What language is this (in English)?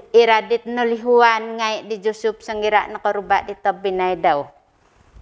Central Dusun